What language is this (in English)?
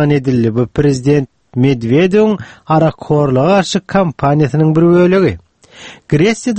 Turkmen